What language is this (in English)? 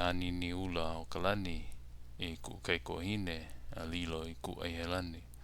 Hawaiian